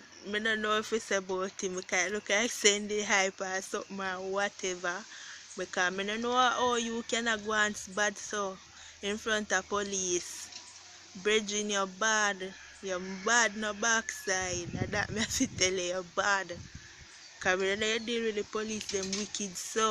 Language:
Jamaican Creole English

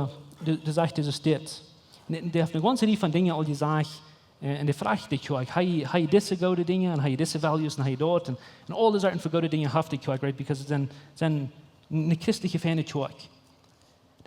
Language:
Plautdietsch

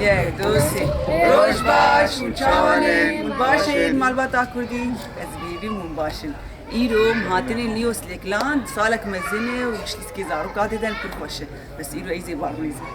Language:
Kurdish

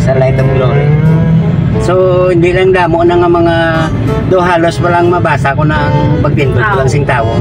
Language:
Hiligaynon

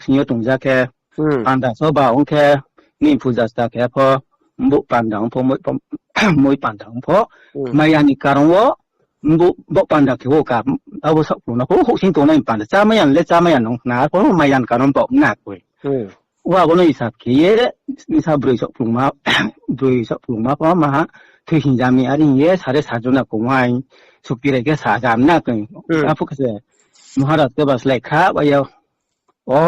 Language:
Riang (India)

